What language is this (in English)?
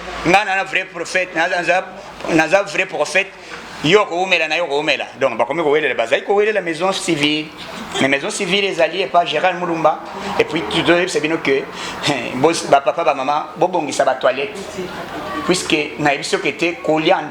Lingala